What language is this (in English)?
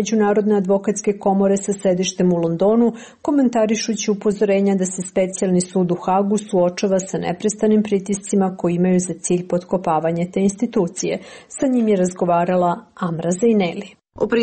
Serbian